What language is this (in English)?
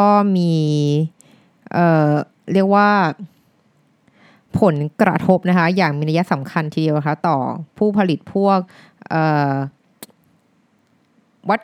Thai